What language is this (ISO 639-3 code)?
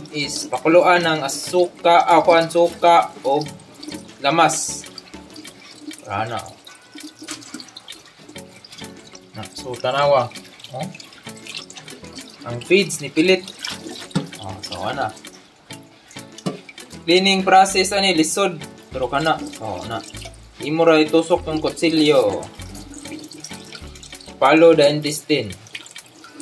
ceb